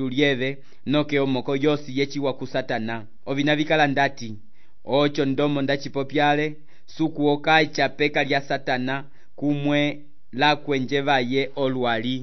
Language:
Umbundu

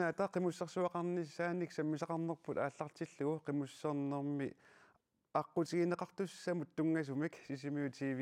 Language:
Kalaallisut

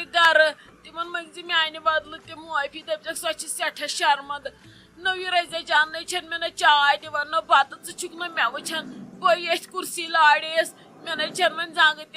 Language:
Kashmiri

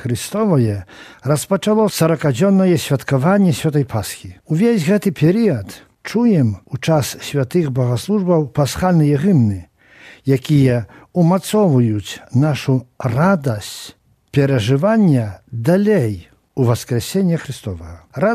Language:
Belarusian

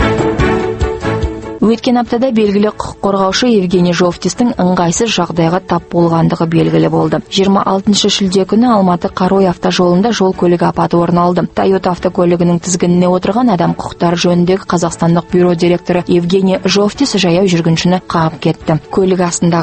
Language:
Kazakh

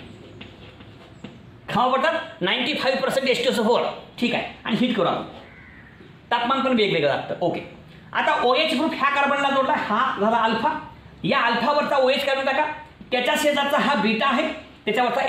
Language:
Marathi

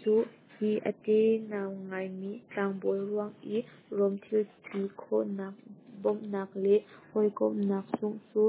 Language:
Hakha Chin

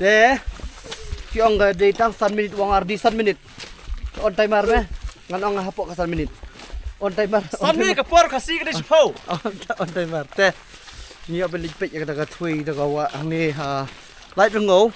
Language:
Khasi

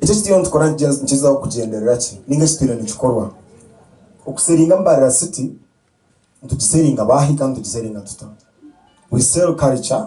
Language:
Nyankole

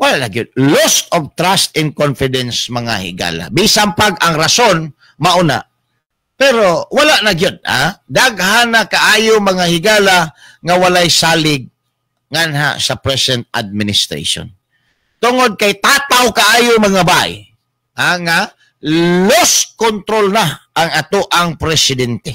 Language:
Cebuano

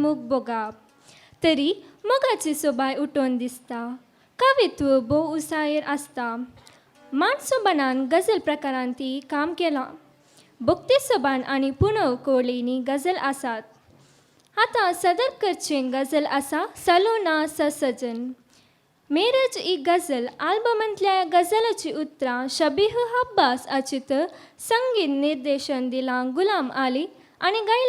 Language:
Konkani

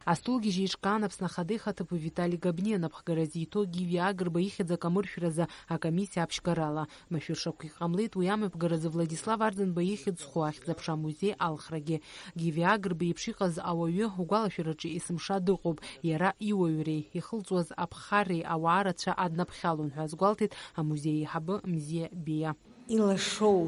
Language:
Abkhazian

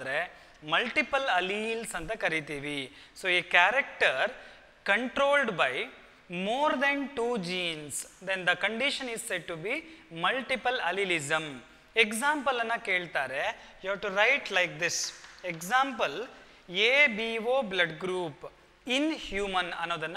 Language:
Kannada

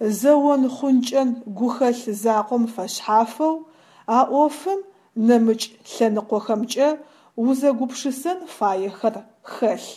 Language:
Adyghe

